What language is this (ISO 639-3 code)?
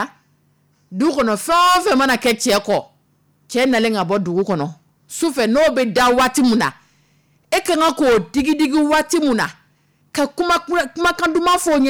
dyu